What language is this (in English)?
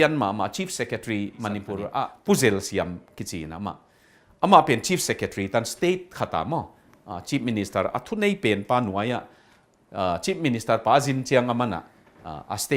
Tedim Chin